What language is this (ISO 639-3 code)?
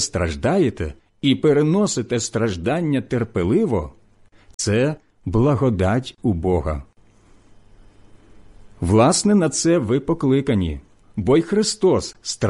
ukr